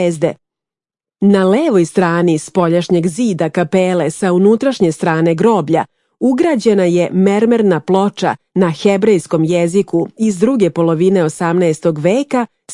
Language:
Serbian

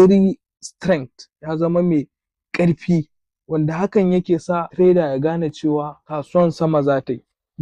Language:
Hausa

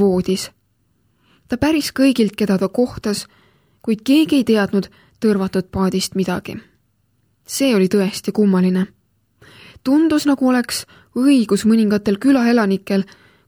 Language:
Estonian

